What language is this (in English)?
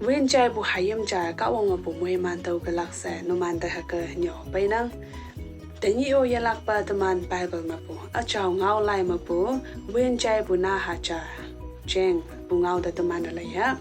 Konyak Naga